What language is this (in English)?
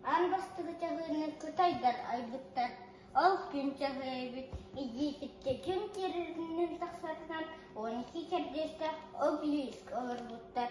Yakut